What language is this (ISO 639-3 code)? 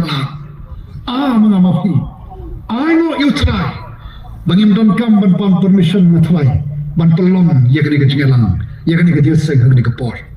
kha